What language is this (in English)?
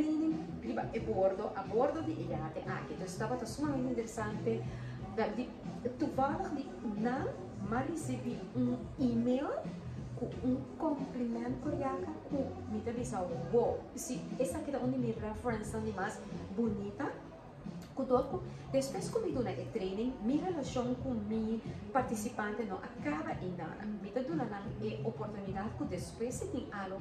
Papiamento